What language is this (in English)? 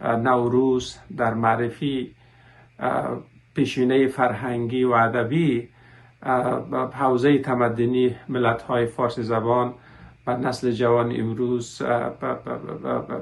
Tajik